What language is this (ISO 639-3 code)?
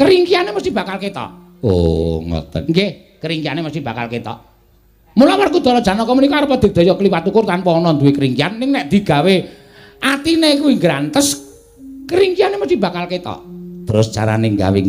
jav